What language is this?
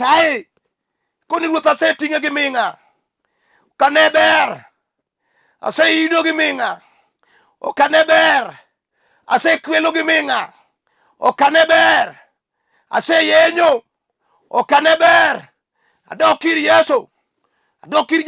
Luo (Kenya and Tanzania)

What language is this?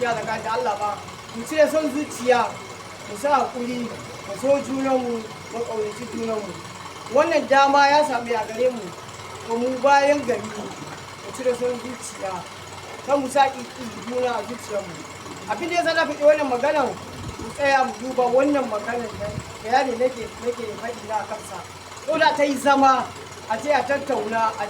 Hausa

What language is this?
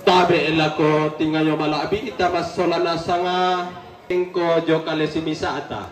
Toraja-Sa'dan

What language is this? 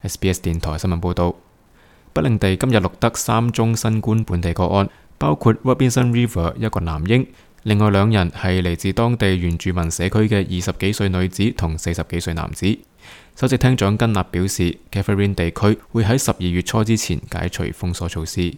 Cantonese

